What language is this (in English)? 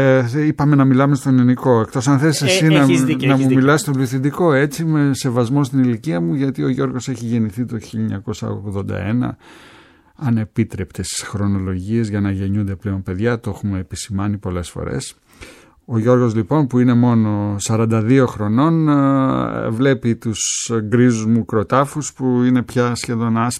Greek